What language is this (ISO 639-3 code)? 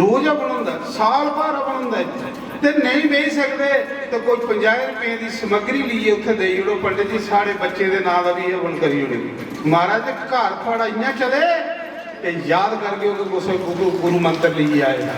doi